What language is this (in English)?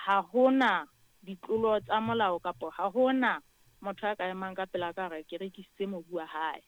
Southern Sotho